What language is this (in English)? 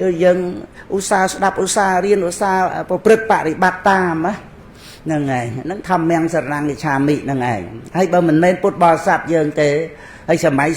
Khmer